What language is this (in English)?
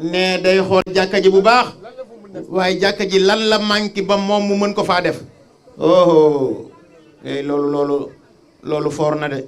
Wolof